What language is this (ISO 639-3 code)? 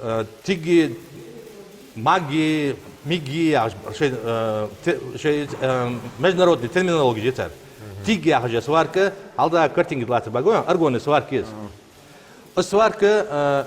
inh